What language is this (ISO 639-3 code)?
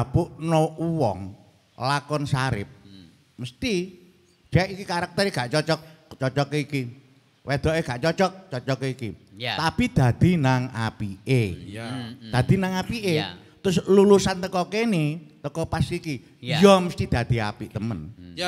jav